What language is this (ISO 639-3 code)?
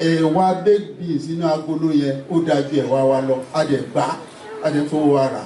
yor